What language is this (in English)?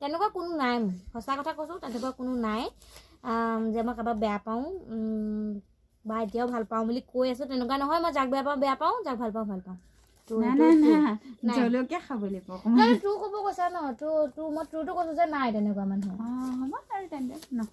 Assamese